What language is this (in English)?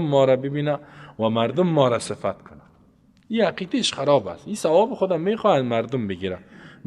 Persian